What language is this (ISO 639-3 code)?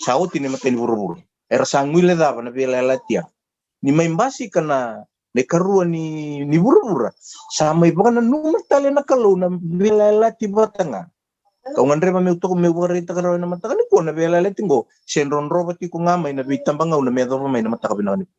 fij